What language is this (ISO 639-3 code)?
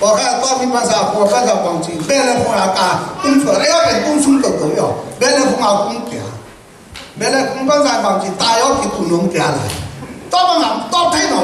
ctd